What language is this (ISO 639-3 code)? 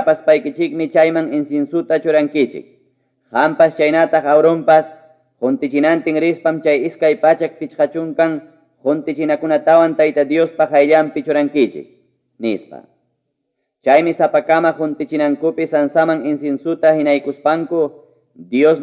quy